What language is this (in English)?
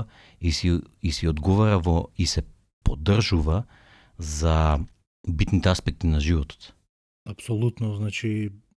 Macedonian